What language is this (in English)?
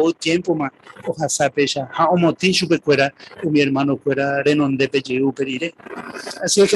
Guarani